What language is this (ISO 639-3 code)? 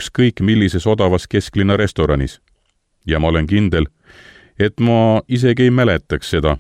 est